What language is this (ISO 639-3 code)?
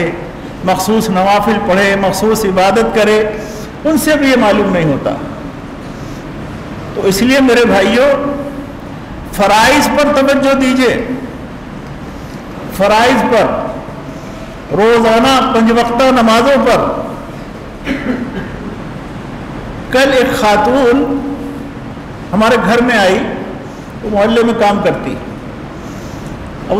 urd